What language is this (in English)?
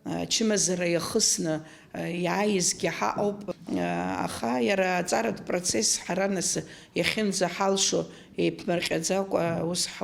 Abkhazian